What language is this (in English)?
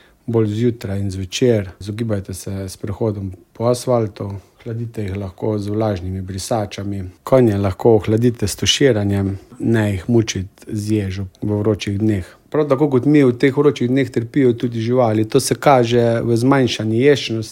Slovenian